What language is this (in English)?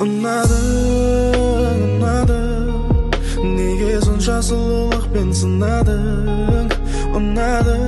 Kara-Kalpak